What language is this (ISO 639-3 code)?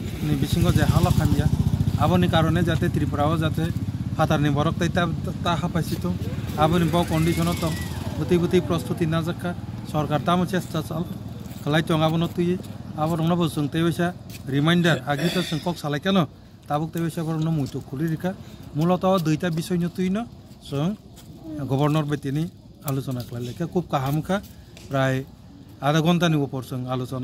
trp